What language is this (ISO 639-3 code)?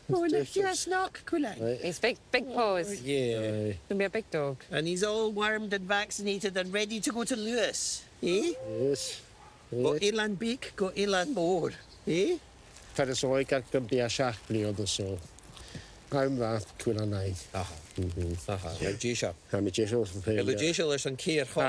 gla